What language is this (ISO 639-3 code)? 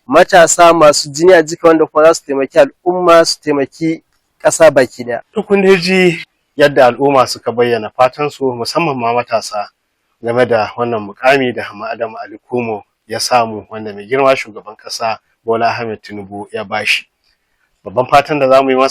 hau